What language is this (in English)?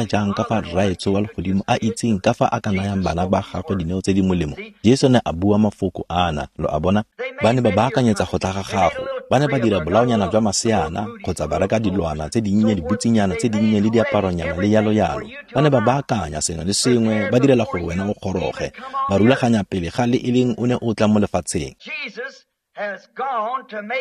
Tswana